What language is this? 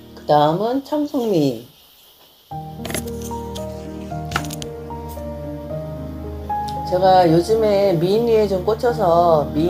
Korean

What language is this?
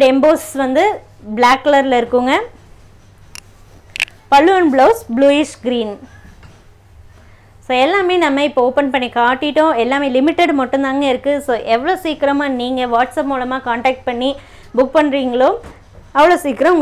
Tamil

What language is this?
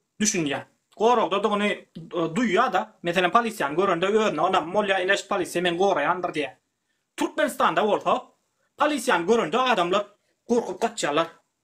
Turkmen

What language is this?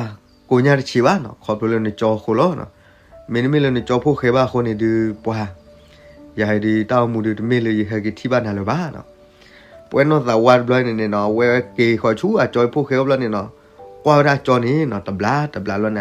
S'gaw Karen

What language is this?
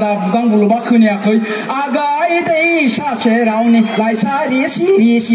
Bodo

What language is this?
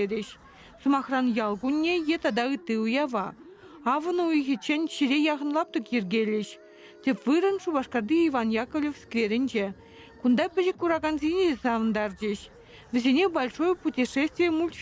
Chuvash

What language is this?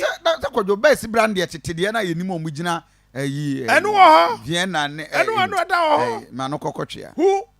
Akan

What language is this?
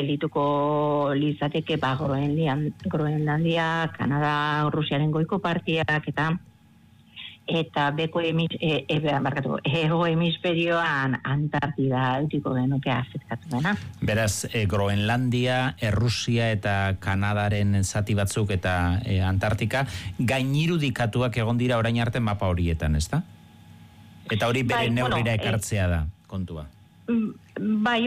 Basque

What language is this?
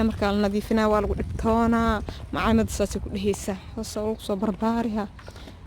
Somali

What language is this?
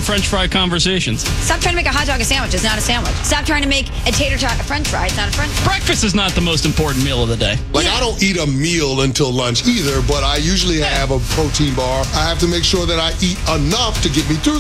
English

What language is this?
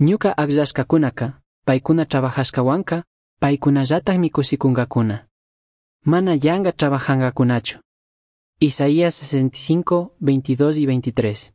Chimborazo Highland Quichua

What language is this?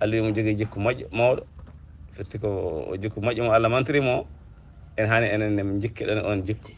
Fula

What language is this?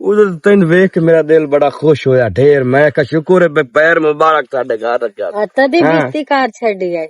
Western Panjabi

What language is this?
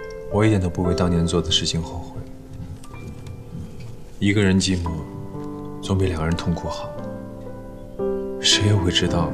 Chinese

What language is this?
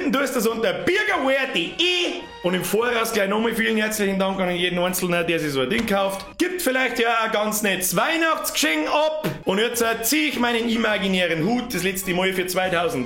Bavarian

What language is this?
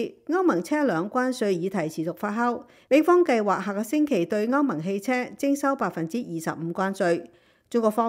Cantonese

